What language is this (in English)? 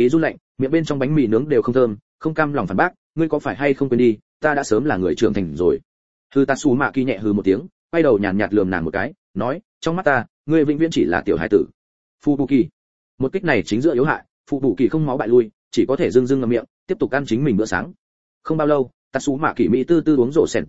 Vietnamese